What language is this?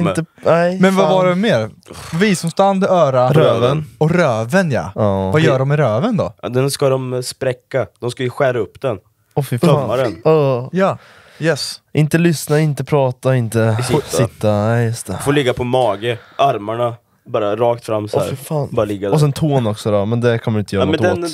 Swedish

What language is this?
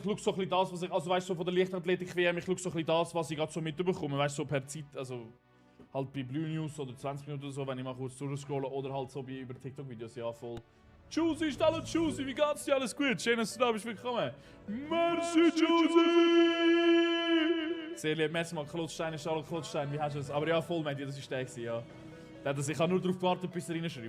Swiss German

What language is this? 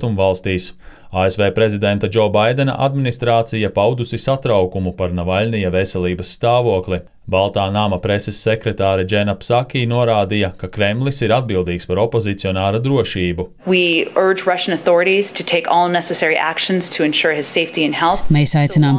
Latvian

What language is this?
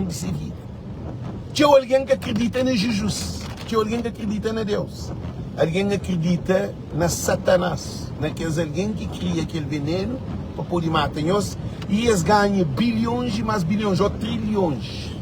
Kabuverdianu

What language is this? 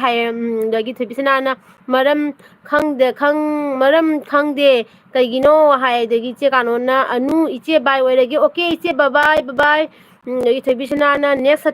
Manipuri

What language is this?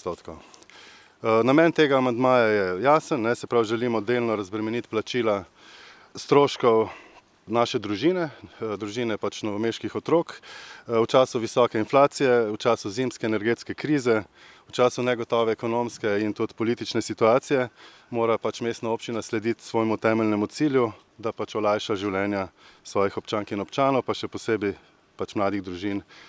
Slovenian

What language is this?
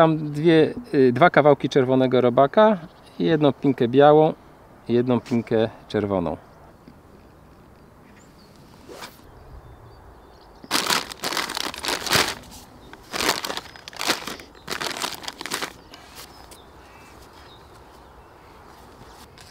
Polish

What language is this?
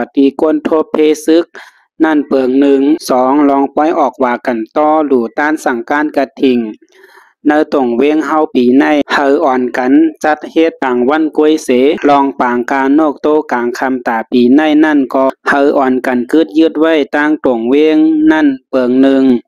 Shan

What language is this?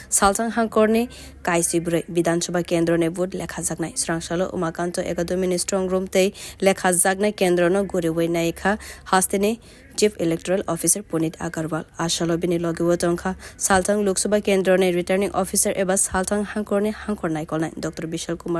Kok Borok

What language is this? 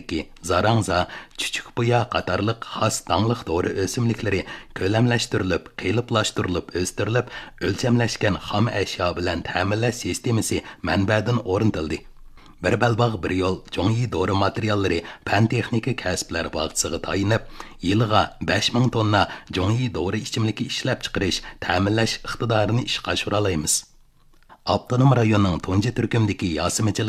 Uyghur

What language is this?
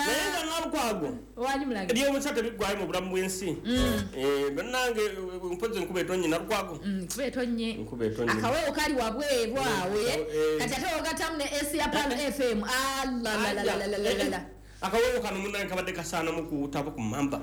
Ganda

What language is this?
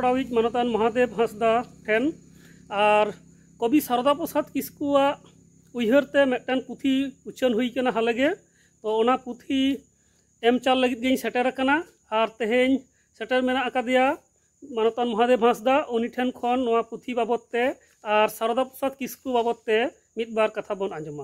Santali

